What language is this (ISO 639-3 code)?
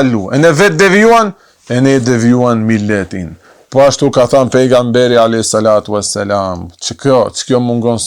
sqi